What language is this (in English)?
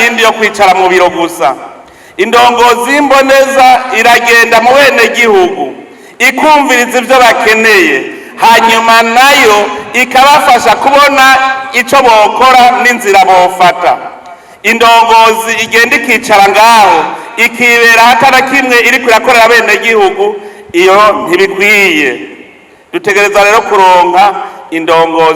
Rundi